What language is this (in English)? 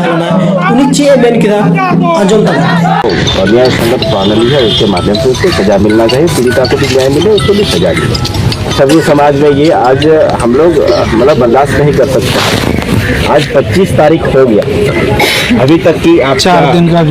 Santali